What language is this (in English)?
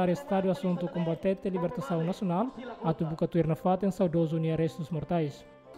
Tetum